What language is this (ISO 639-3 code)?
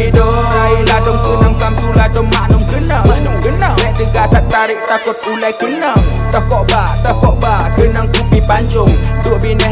ace